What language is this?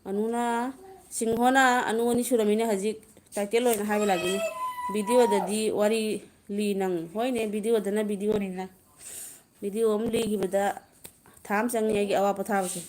Manipuri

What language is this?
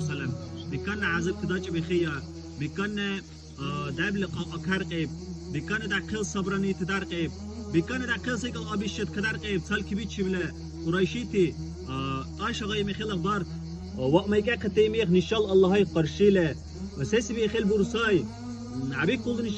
Dargwa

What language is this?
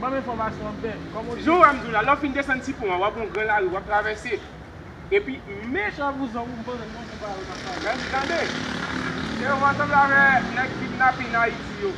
Haitian Creole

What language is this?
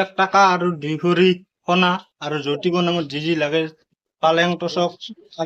Assamese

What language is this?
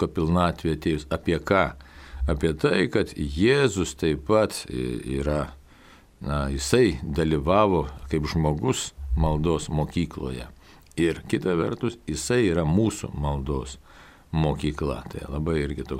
Lithuanian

